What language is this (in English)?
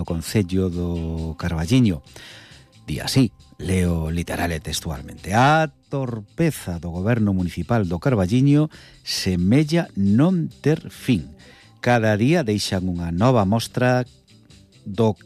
Galician